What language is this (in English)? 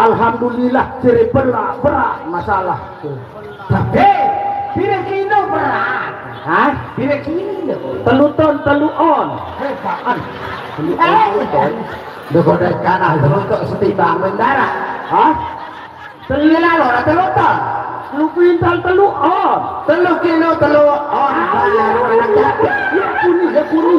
Sasak